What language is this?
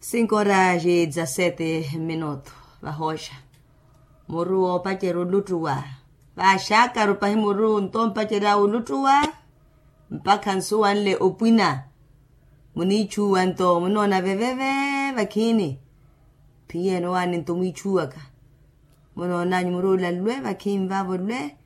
Makhuwa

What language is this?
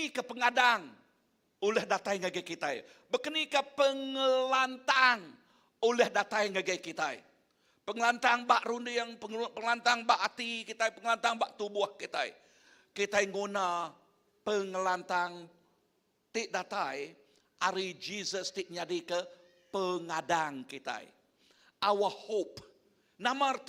Iban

